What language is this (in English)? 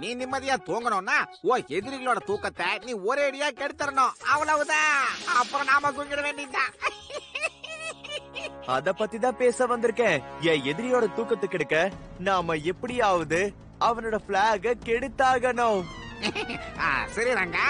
Tamil